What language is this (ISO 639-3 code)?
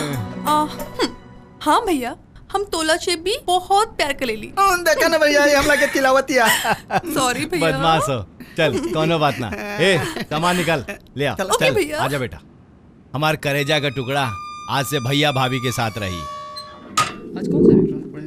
bho